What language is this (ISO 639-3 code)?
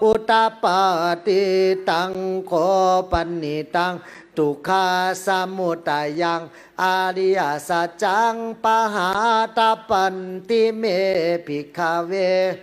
pli